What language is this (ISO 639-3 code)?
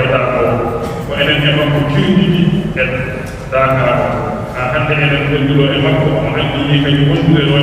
ful